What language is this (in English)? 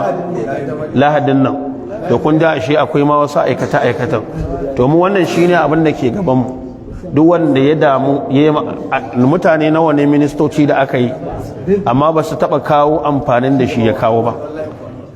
Hausa